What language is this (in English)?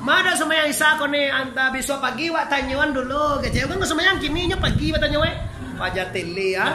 Minangkabau